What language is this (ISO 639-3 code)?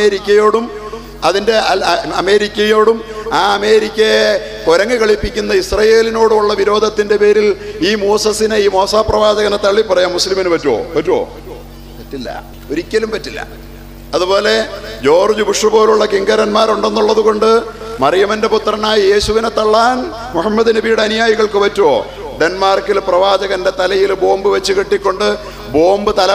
mal